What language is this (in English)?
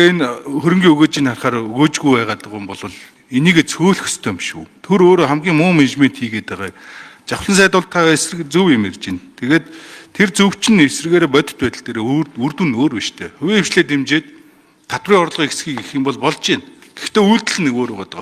Mongolian